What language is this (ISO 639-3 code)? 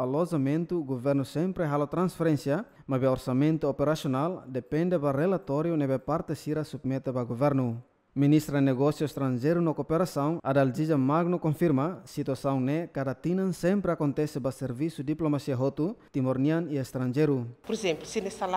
tet